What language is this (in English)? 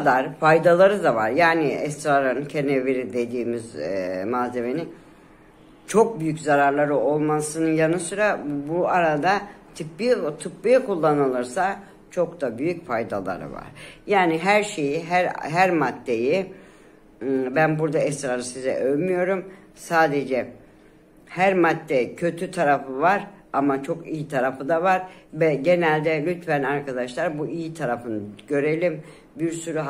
Turkish